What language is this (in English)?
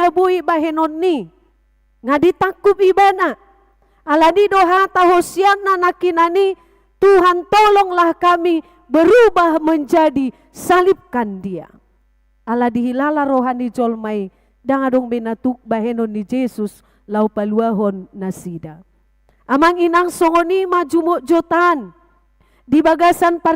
Batak Toba